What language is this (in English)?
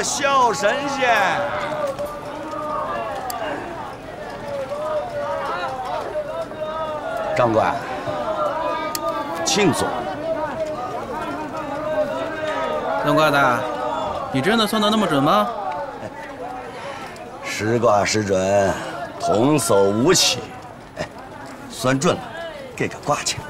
Chinese